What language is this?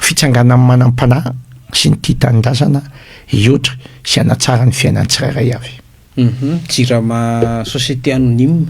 Malagasy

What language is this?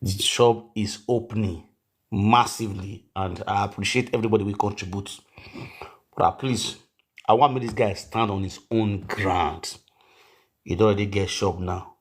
Nigerian Pidgin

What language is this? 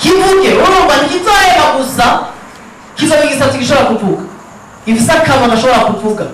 Rundi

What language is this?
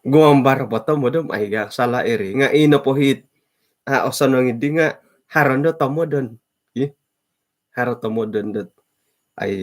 Central Dusun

